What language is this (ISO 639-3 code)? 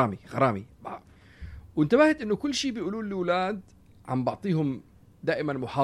apc